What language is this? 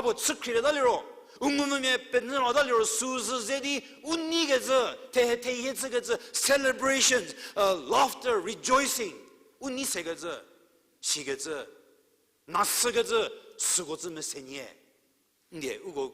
Angami Naga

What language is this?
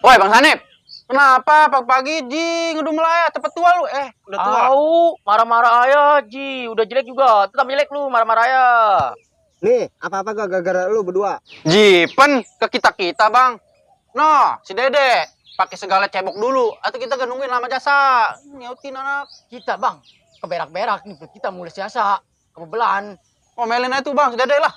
Betawi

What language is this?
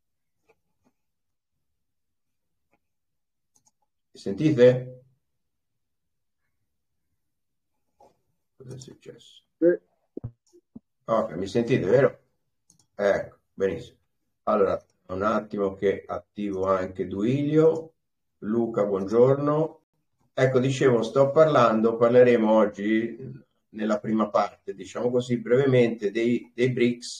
Italian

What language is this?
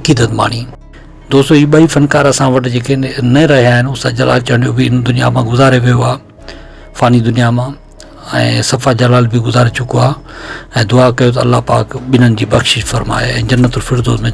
Sindhi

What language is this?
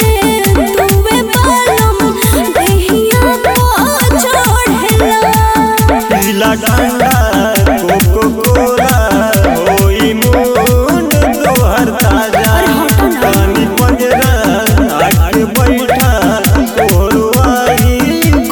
Bhojpuri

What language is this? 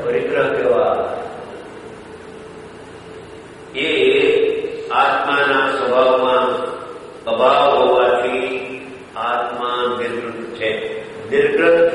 Gujarati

